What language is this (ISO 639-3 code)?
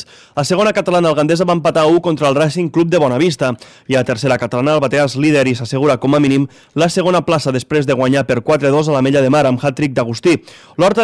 cat